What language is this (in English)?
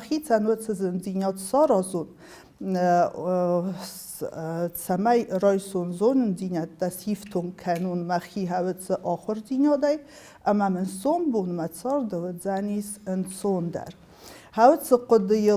Ossetic